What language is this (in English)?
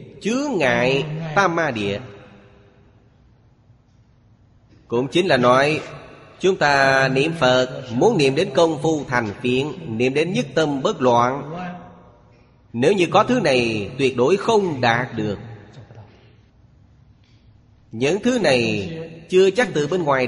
Vietnamese